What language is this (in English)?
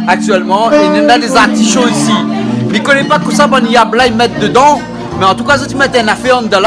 Réunion Creole French